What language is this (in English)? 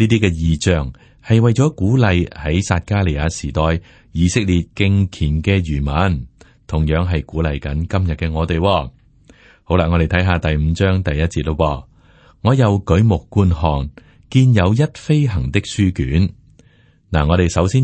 Cantonese